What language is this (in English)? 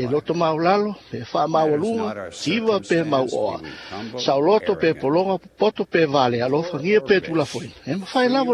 Samoan